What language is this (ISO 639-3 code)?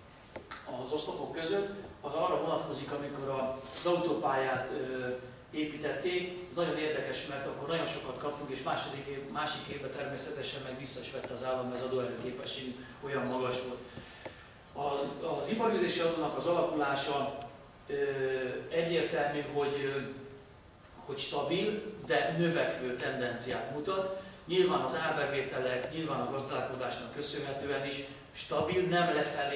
hun